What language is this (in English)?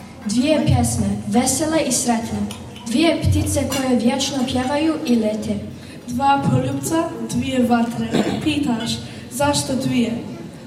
Bosnian